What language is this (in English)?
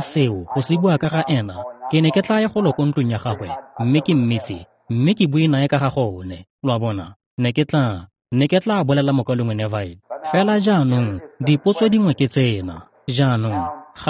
Tswana